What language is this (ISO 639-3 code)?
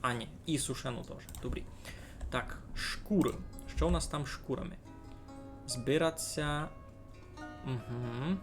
rue